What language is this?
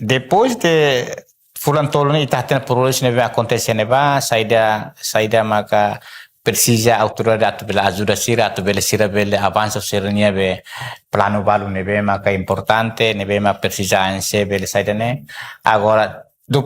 Tetum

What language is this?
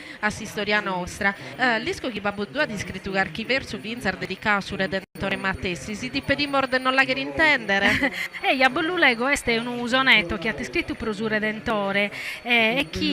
Sardinian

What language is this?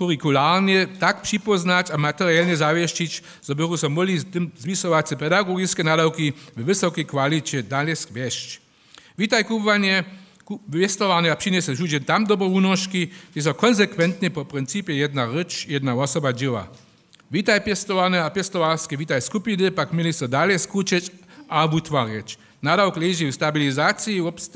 Upper Sorbian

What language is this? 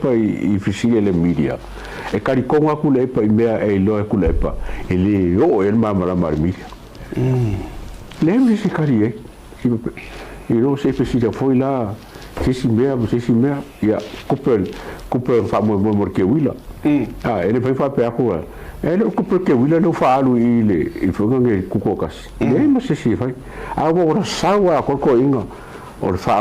Samoan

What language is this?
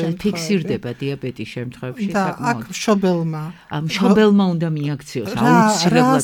Georgian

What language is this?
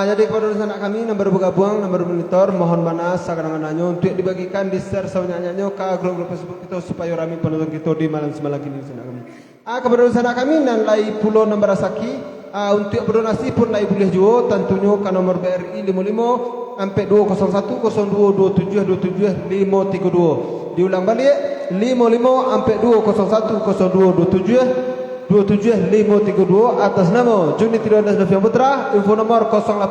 Minangkabau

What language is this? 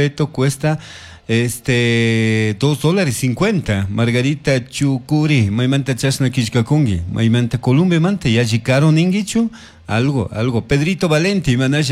Chimborazo Highland Quichua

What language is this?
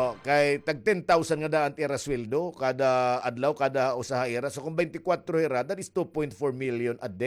Waray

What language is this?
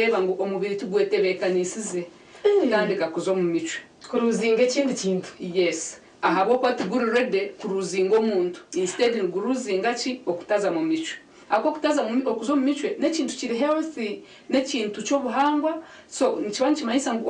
Nyankole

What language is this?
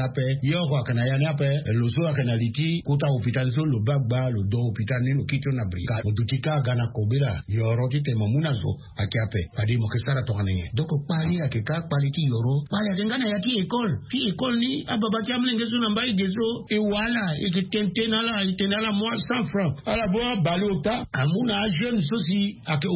Sango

